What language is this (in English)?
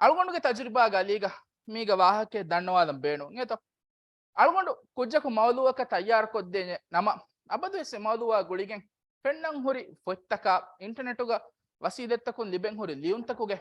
Divehi